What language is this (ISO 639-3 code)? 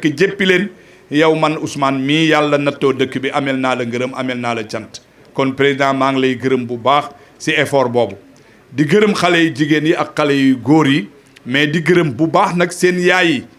wol